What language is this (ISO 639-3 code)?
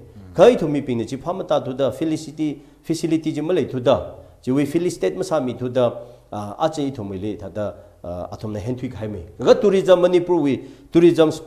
nmf